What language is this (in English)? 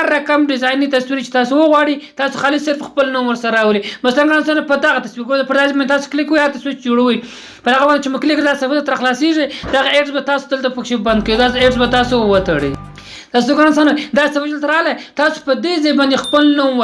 Pashto